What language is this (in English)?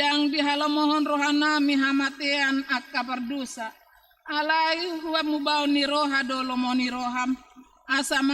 Batak Toba